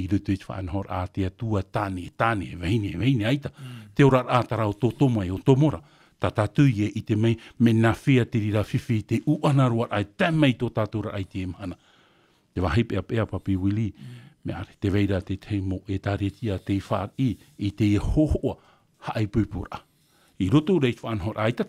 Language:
Tahitian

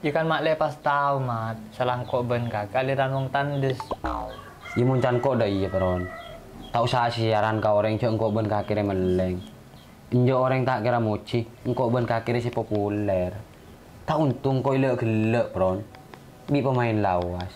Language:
Madurese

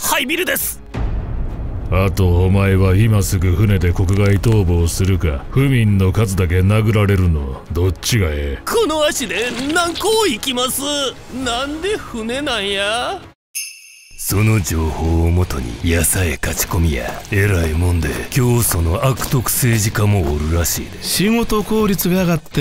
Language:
Japanese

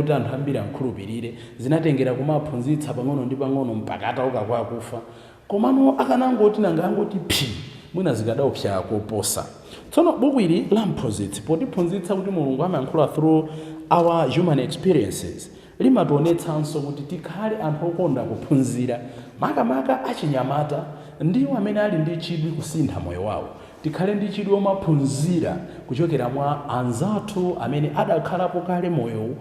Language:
Nyanja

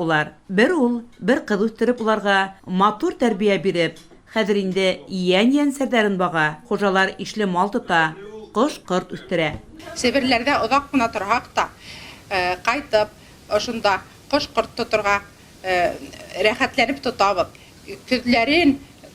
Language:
Bashkir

